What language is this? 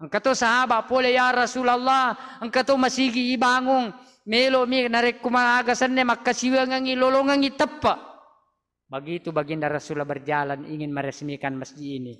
Buginese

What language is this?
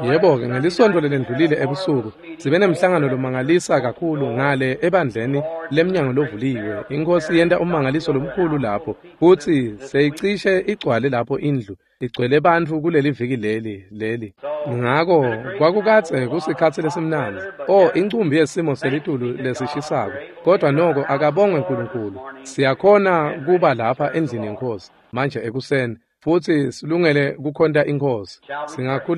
Swati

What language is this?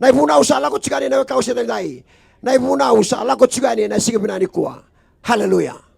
Fijian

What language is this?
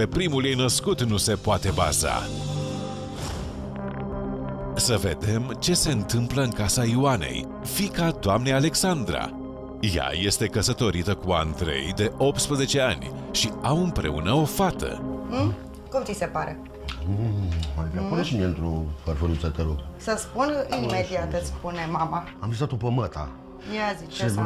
Romanian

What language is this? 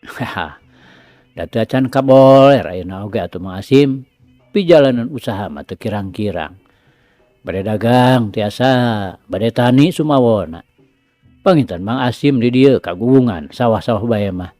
Sundanese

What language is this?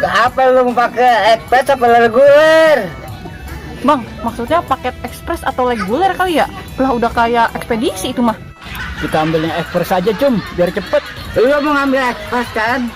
Betawi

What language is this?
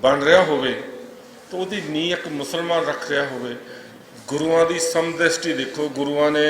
Western Panjabi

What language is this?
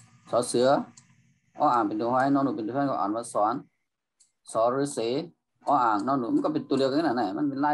Shan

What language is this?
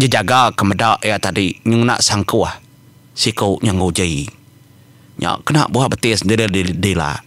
Iban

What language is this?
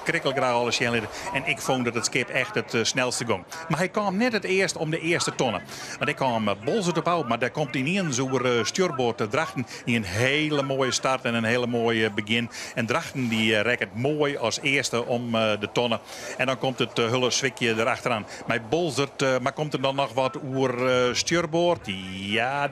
Western Frisian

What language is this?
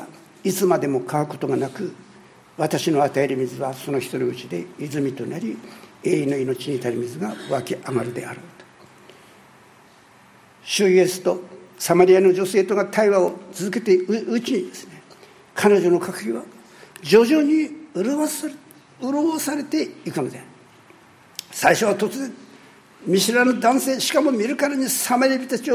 Japanese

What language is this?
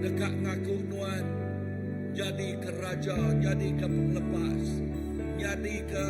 Iban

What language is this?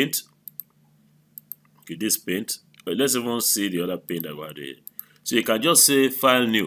English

